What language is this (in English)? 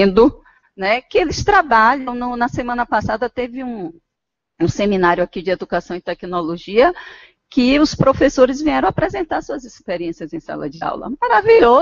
Portuguese